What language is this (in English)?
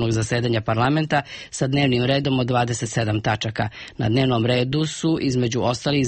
Serbian